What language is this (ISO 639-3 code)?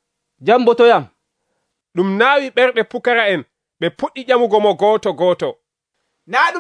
fuv